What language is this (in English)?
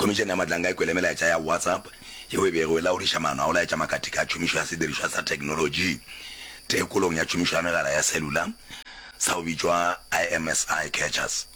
Northern Sotho